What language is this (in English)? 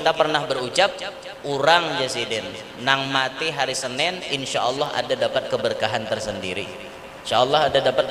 Banjar